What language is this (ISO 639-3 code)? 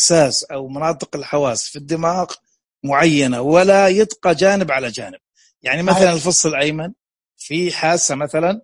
ars